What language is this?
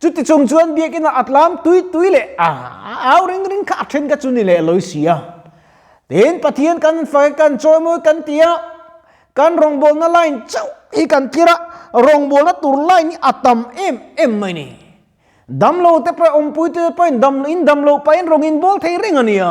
Mizo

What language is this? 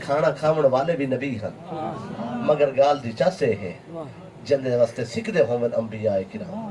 Saraiki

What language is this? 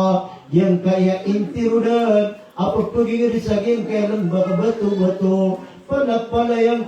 Maranao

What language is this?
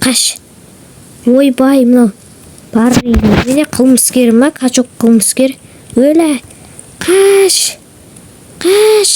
Kazakh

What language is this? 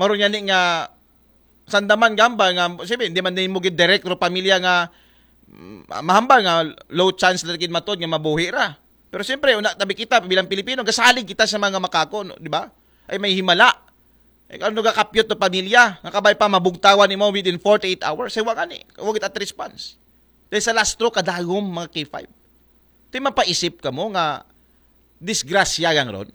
Aklanon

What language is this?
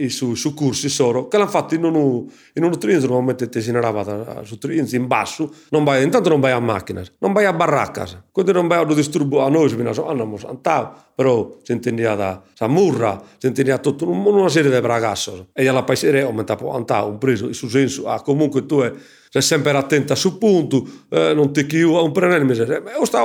Sardinian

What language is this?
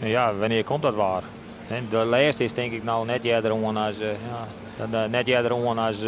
Western Frisian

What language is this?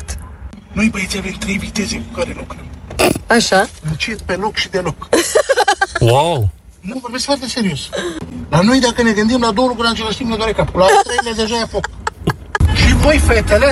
Romanian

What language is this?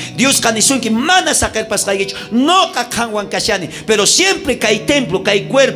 South Bolivian Quechua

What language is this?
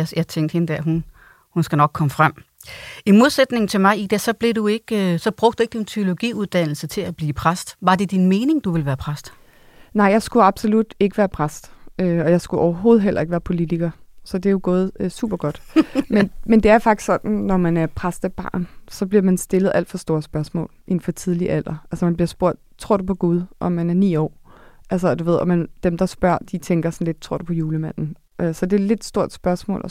Danish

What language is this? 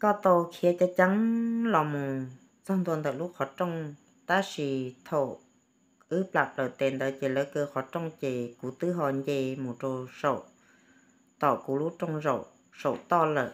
Hmong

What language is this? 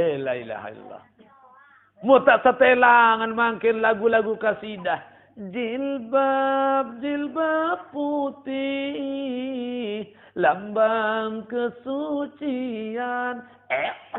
Sasak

